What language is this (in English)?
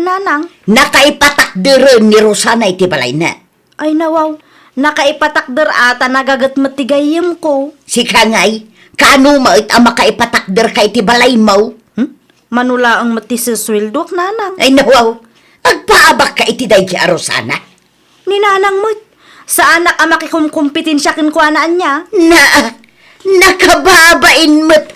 Iloko